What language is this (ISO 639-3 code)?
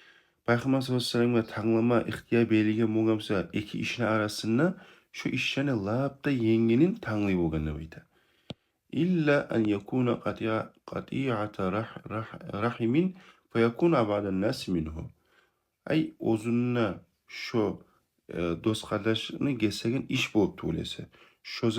kum